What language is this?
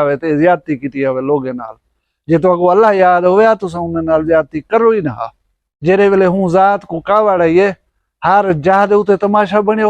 Saraiki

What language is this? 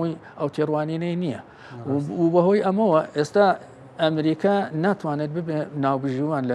Central Kurdish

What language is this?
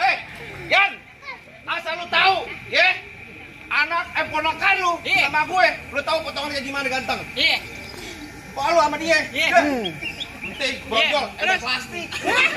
Betawi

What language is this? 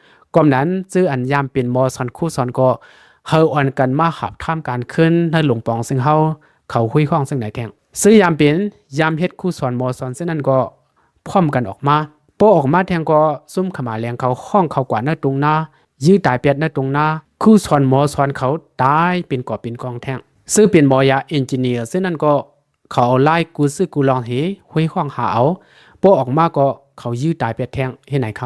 Shan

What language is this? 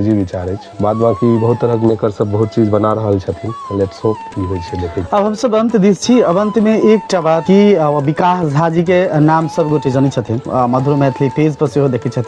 Maithili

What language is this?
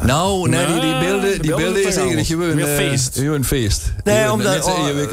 Limburgish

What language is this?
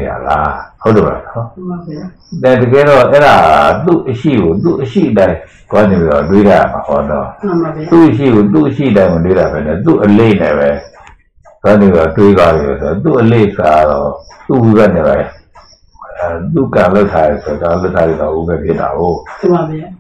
Burmese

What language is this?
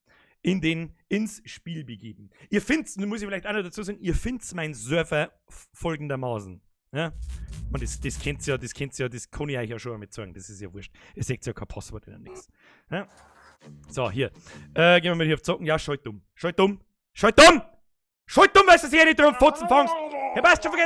Bavarian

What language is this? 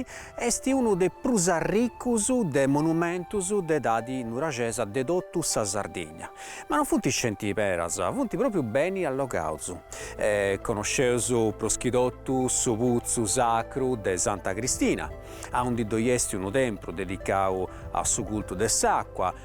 Sardinian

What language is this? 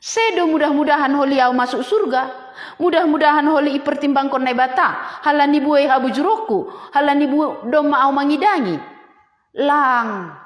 Batak Simalungun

